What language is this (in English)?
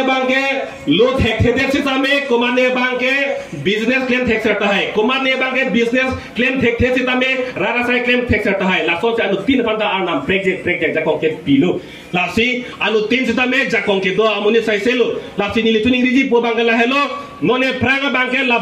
Karbi